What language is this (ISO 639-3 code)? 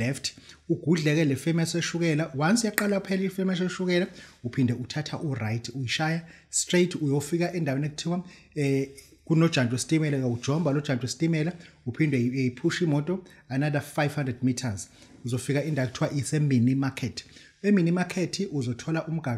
zul